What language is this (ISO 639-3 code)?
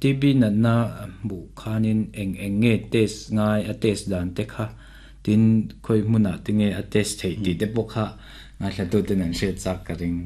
lus